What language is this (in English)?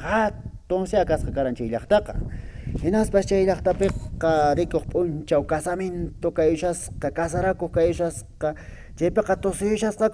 Quechua